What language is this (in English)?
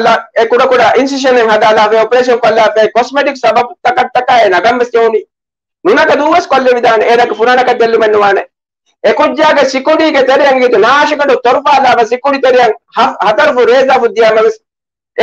Divehi